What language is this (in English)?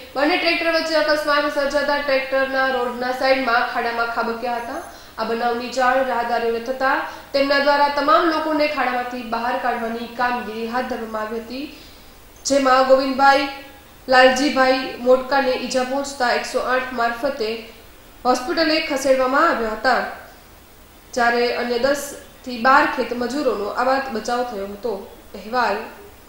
Gujarati